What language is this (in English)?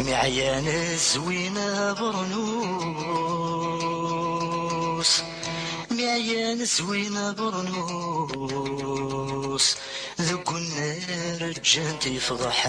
Kabyle